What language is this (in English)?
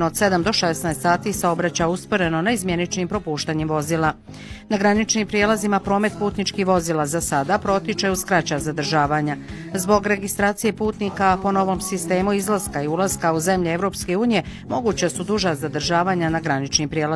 Bosnian